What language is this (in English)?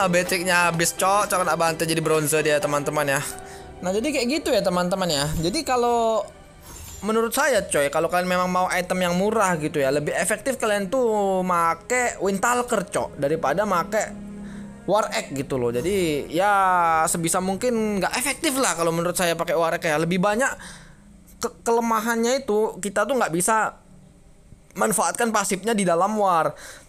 Indonesian